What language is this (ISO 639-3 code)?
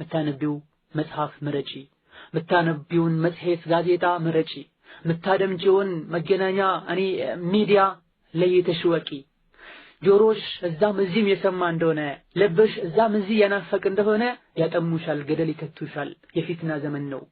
amh